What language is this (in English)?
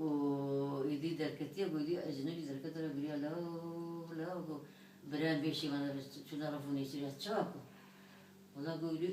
Kurdish